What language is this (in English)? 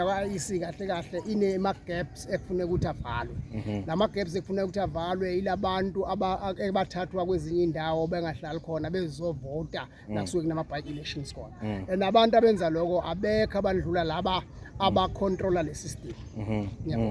Zulu